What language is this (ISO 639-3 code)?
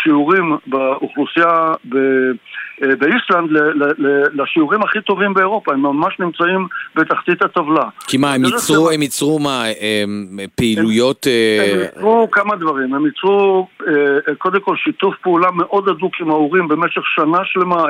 heb